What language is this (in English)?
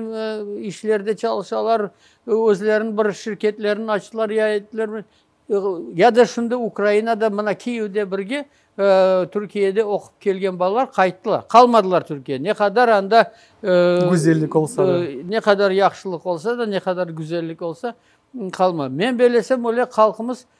Crimean Tatar